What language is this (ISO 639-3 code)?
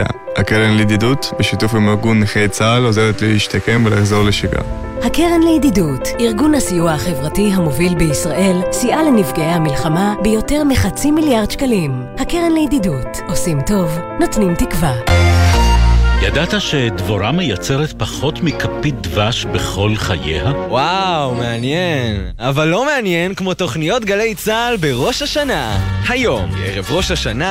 heb